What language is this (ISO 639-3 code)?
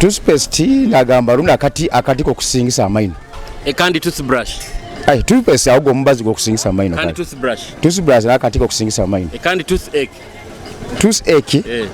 nyo